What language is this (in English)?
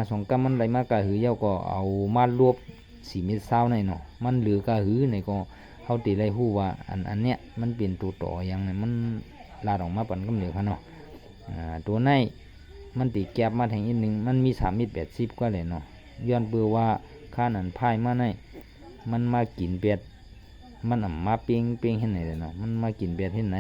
Shan